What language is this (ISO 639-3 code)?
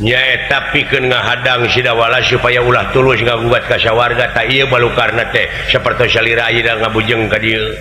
sun